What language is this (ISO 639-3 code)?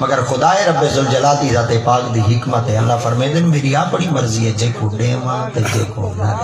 skr